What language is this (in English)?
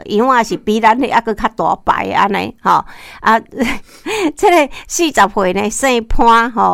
Min Nan Chinese